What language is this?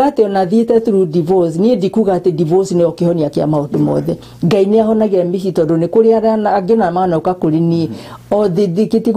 Kikuyu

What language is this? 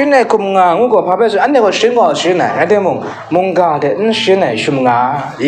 Kachin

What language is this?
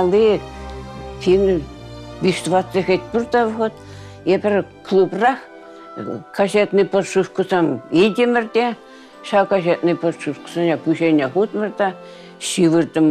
Chuvash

